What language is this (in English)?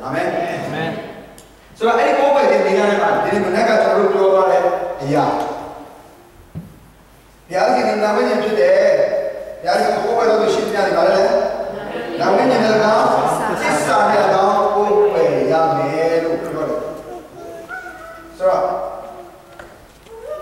Burmese